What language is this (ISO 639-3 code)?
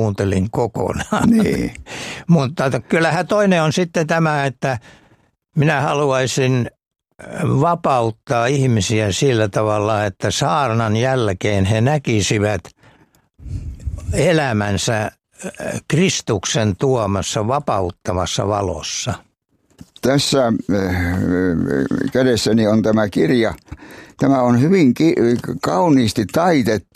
fin